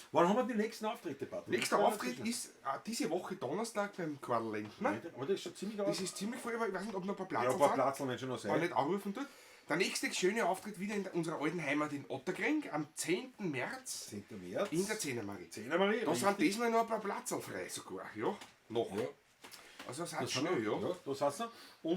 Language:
Bavarian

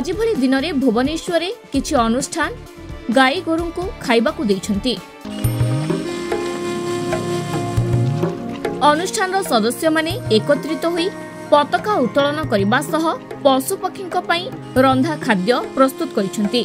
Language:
Odia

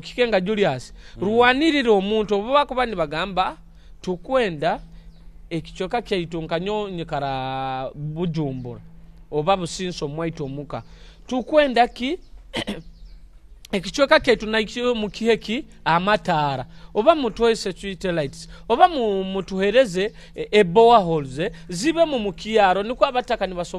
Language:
Nyoro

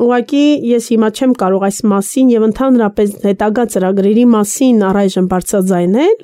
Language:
Armenian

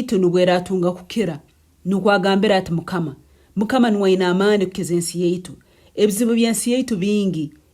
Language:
Nyankole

